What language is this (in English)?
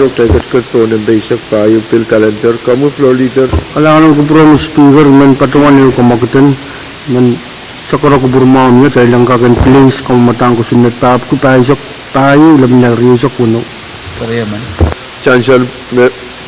Pohnpeian